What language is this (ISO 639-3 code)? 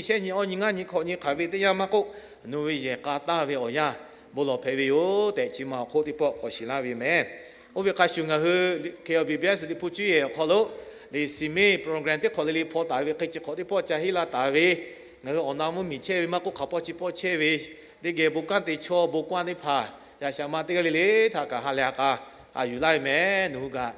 lhu